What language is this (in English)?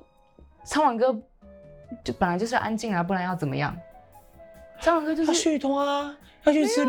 Chinese